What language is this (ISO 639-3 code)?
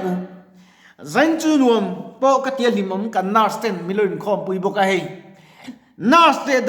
lus